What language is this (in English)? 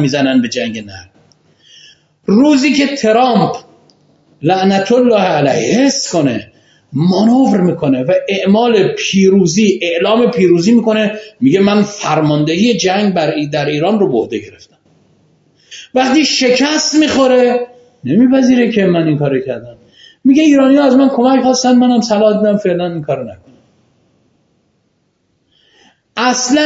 Persian